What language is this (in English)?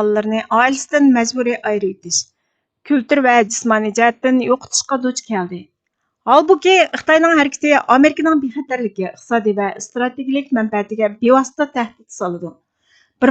Uyghur